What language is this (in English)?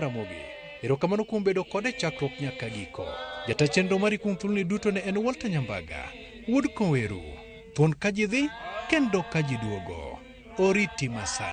Luo (Kenya and Tanzania)